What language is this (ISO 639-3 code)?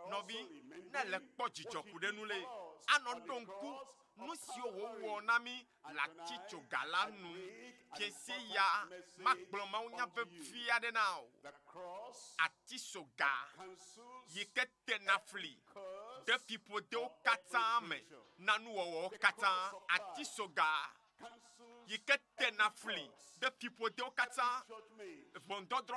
ewe